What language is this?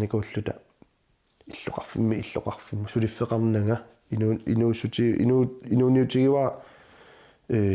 Kalaallisut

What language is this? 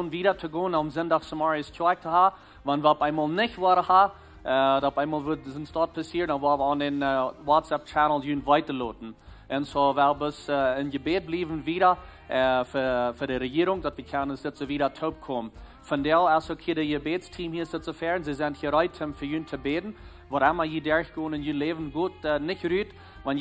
Plautdietsch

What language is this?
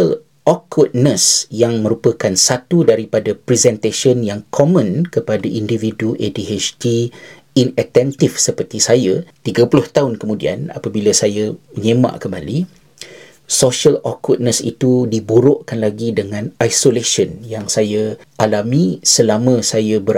Malay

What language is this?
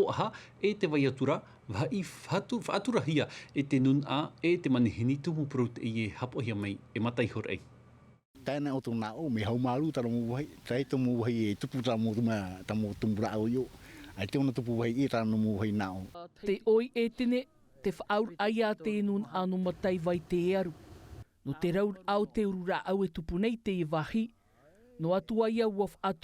Tahitian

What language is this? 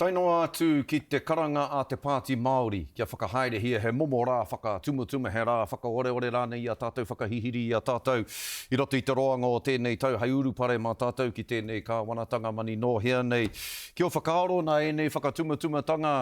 Māori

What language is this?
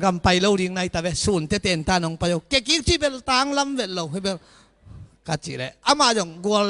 Tedim Chin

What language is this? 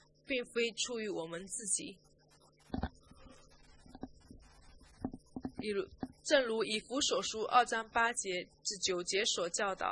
Chinese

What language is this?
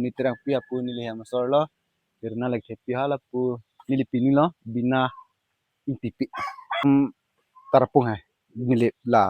Karbi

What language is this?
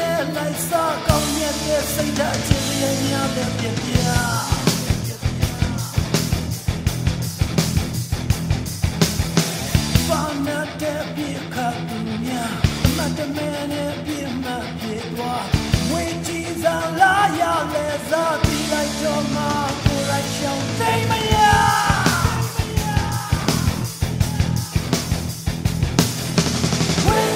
Burmese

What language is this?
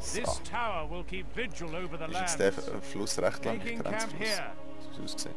Swiss German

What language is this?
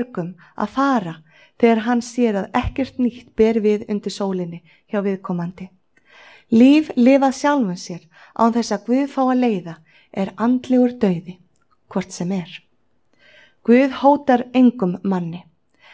Icelandic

